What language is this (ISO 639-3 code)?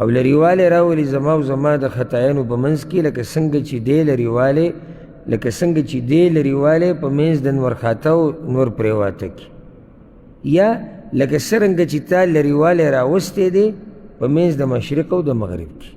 pus